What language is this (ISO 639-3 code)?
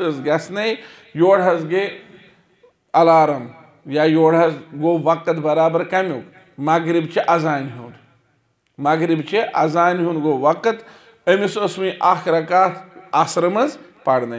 kas